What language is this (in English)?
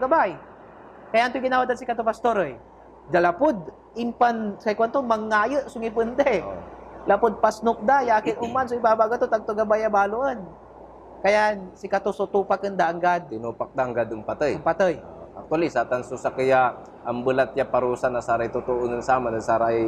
Pangasinan